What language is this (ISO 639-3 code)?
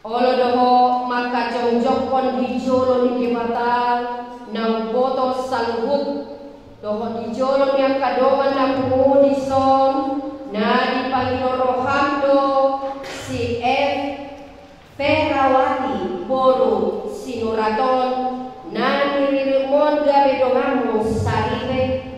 bbc